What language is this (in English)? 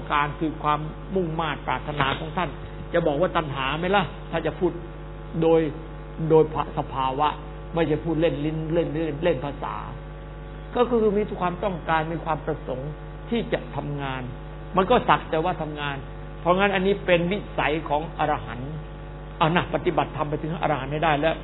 Thai